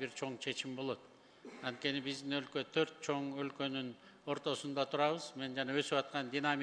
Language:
Kyrgyz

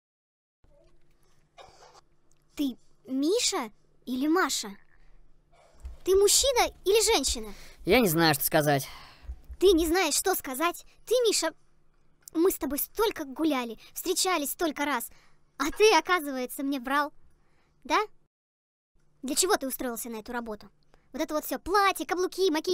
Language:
Russian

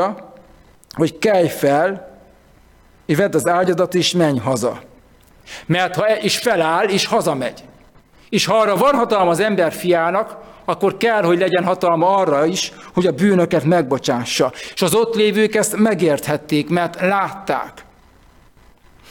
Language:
Hungarian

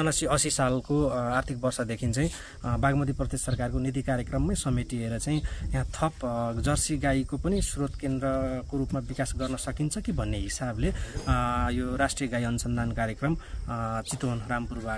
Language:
Nepali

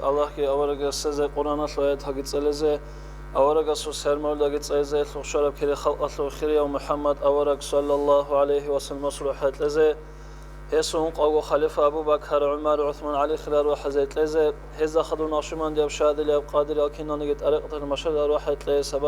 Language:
Avaric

